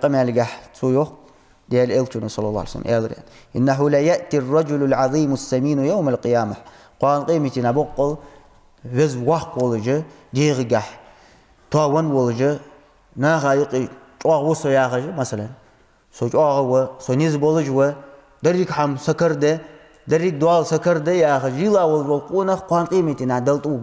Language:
Ingush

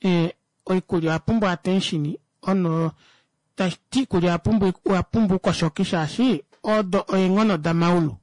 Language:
Kuanyama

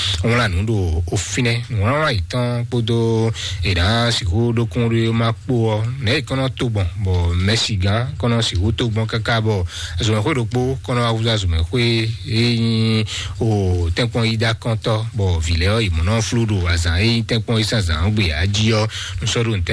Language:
Fon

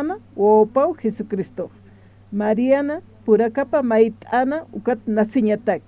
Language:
Aymara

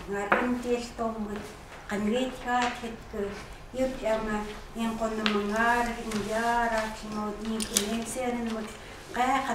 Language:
Chukot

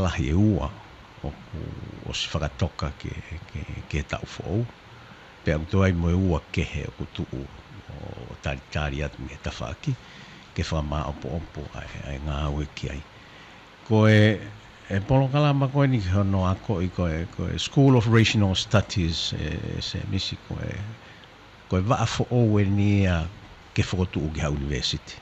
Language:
Tongan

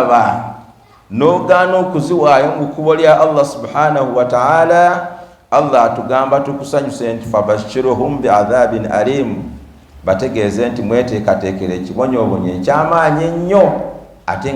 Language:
Ganda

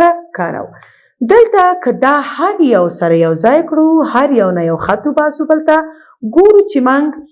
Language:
Pashto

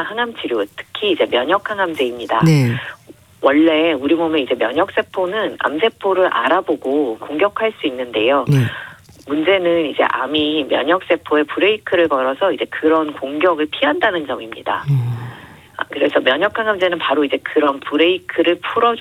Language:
Korean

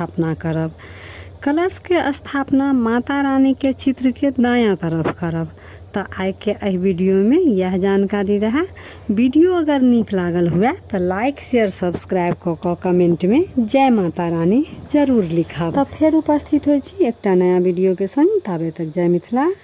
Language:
Maithili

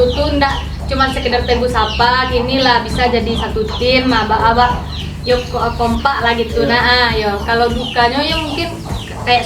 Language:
Minangkabau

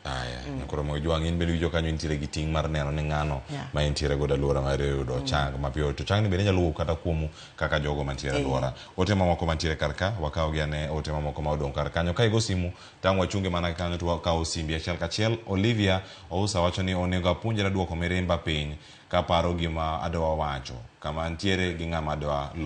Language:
Luo (Kenya and Tanzania)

